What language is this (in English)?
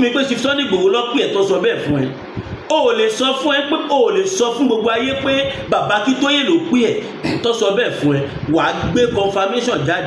Yoruba